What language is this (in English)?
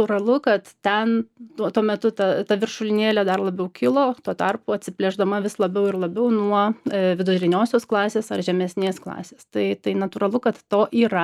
Lithuanian